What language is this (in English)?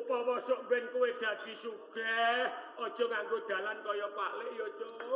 Javanese